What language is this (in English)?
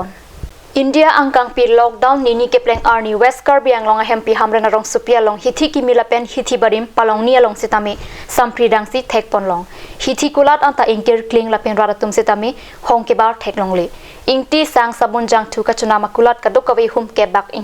Karbi